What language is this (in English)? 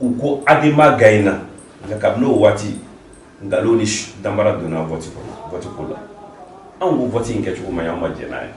Bambara